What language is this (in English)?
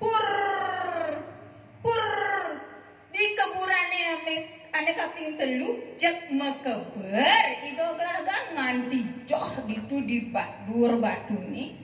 Balinese